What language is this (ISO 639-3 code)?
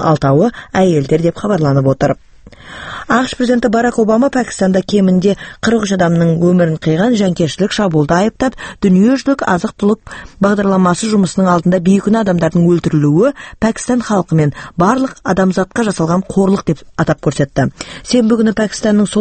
kaz